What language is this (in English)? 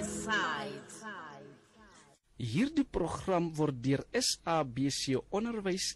Afrikaans